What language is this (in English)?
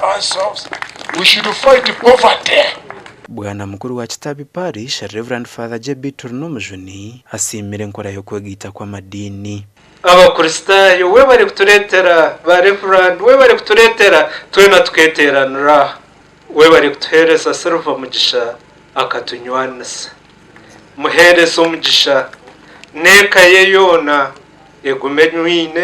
Nyankole